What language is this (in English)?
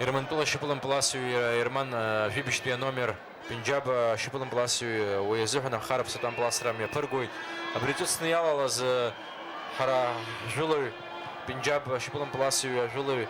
Abkhazian